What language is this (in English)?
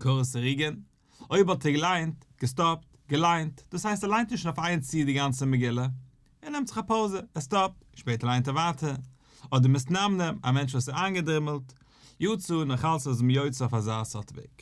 Yiddish